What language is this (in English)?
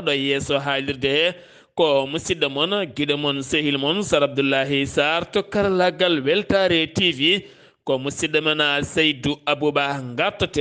Fula